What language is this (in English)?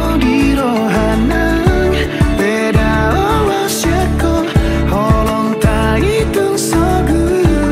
Batak Toba